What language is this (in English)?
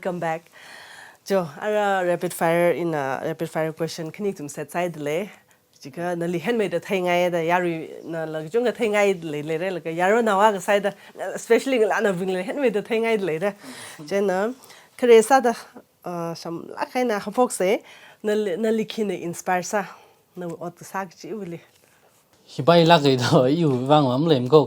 Tangkhul Naga (India)